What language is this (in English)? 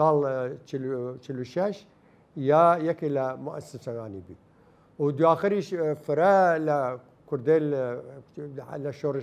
Southern Kurdish